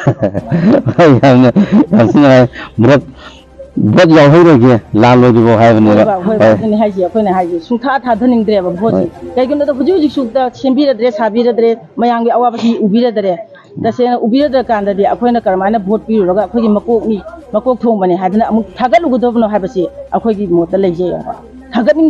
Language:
Manipuri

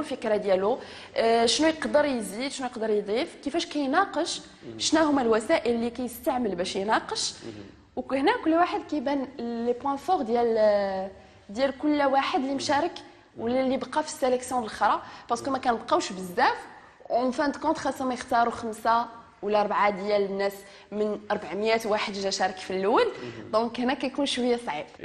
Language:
Moroccan Arabic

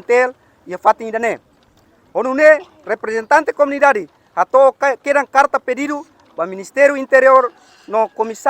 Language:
Tetum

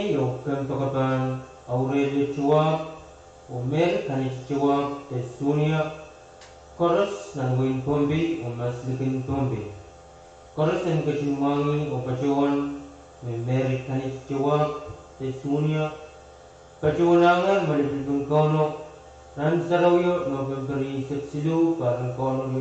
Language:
Pohnpeian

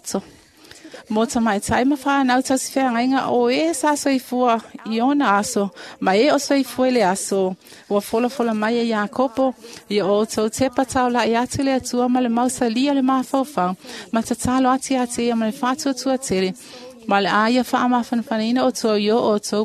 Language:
Samoan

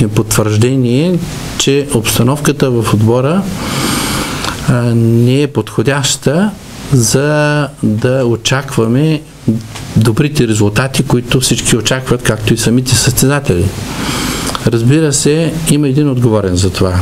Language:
Bulgarian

